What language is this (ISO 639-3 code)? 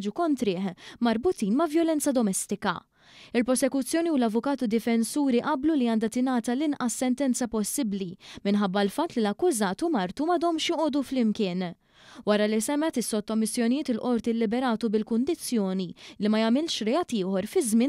mlt